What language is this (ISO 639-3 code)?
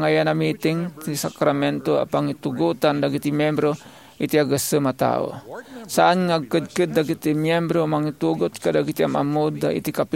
ilo